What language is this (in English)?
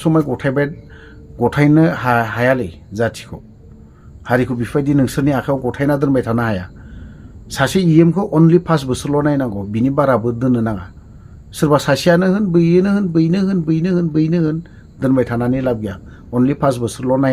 Bodo